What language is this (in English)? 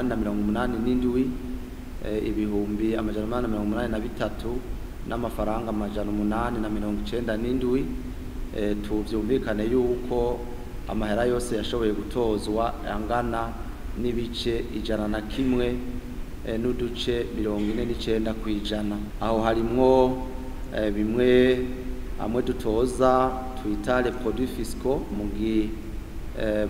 Rundi